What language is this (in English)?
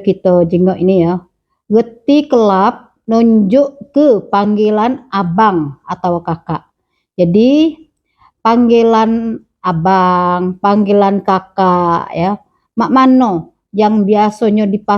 Musi